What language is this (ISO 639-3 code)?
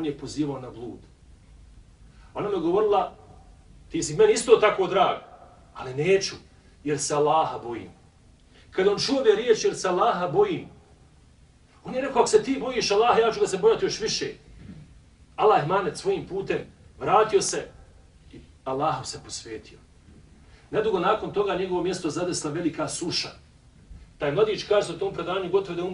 bos